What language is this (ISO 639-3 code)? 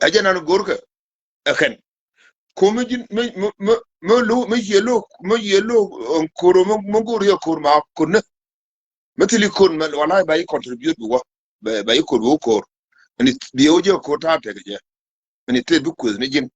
nus